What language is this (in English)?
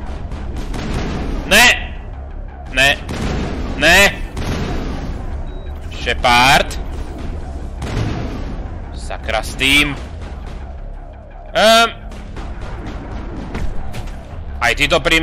Slovak